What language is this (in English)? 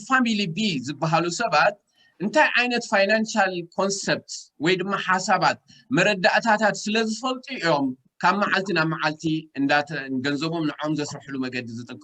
Tigrinya